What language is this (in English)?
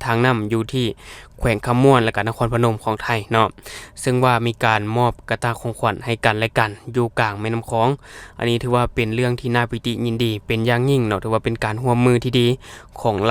Lao